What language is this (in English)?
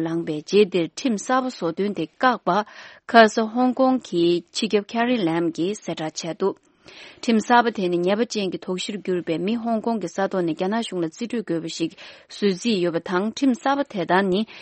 Tibetan